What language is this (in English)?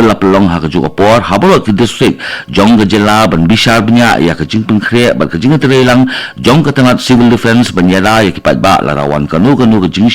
Khasi